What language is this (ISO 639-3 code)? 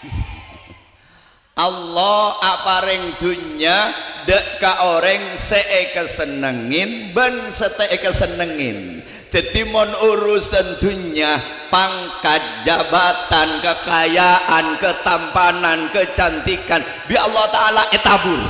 mad